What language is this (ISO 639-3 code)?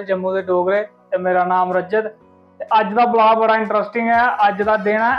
doi